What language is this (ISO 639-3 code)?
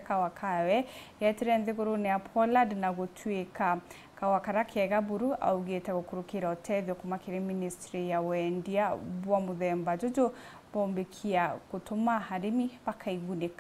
mer